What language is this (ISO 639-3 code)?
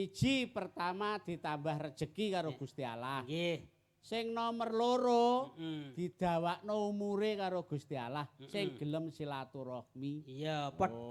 jav